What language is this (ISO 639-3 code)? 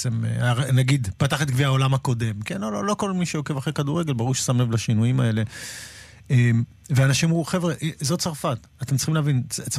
heb